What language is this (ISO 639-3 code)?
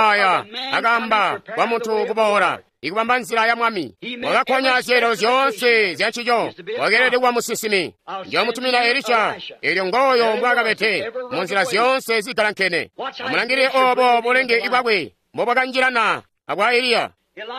toi